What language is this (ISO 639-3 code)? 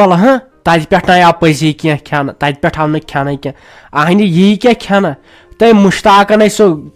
kas